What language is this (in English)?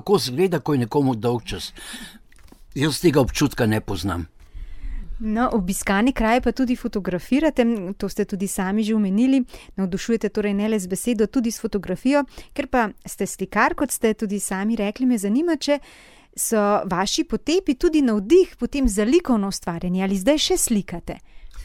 Slovenian